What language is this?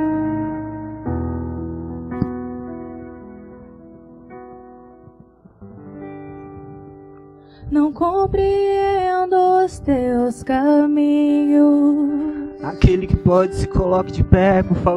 Portuguese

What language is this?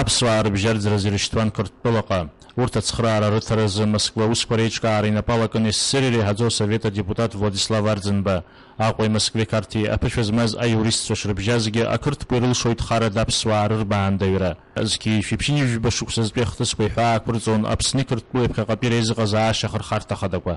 Abkhazian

